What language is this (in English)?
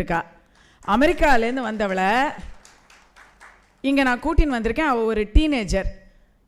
Tamil